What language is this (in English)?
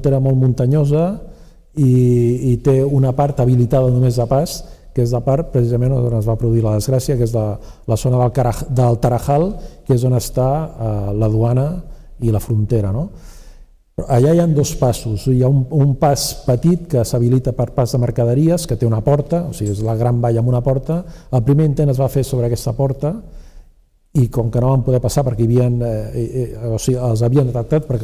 Catalan